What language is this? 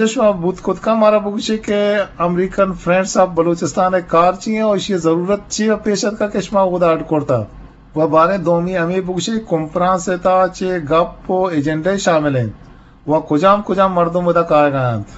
Eastern Balochi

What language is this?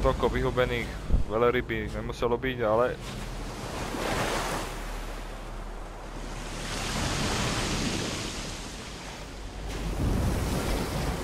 Slovak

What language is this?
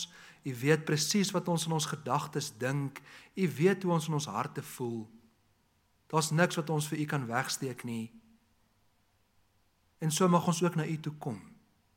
Afrikaans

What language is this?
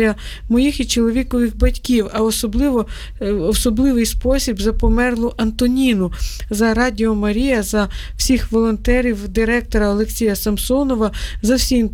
Ukrainian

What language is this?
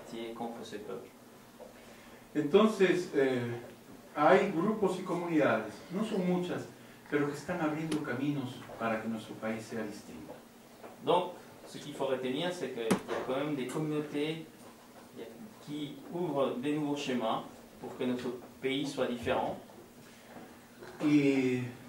Spanish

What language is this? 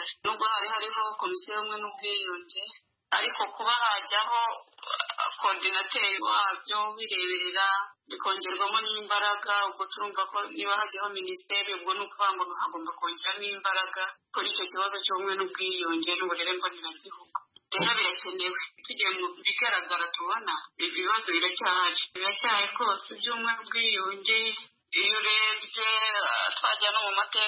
Kinyarwanda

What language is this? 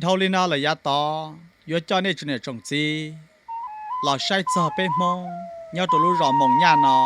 Hmong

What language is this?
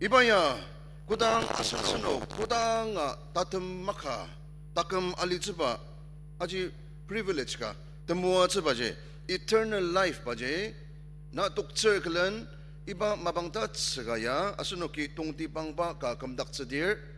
Ao Naga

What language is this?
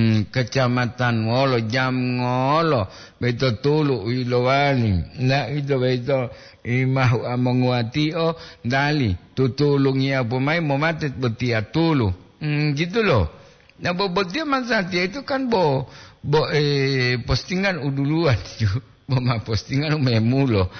Gorontalo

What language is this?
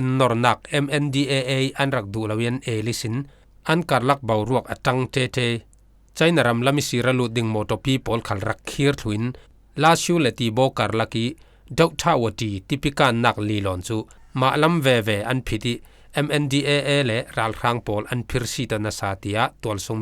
Falam Chin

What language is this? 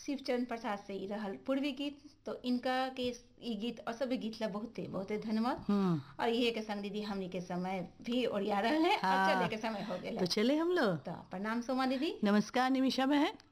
Bhojpuri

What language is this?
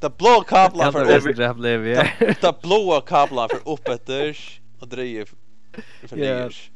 Faroese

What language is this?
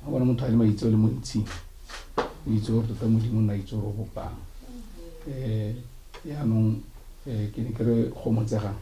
Tswana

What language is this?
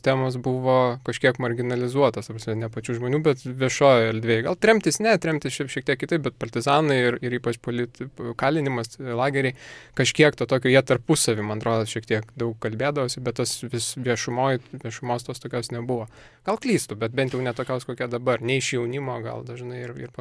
Lithuanian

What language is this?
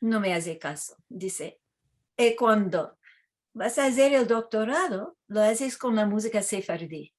Ladino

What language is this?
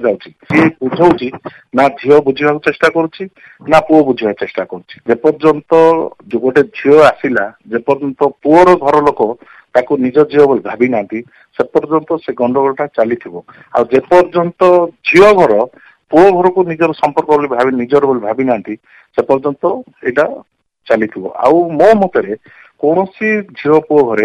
Odia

